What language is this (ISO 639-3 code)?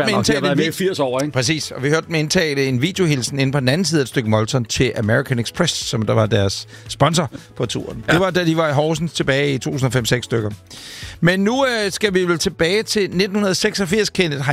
dan